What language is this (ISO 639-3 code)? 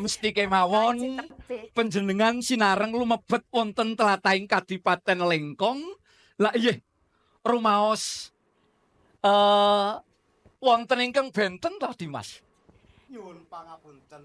jav